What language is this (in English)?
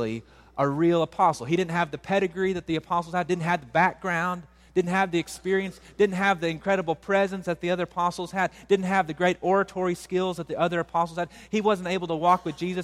English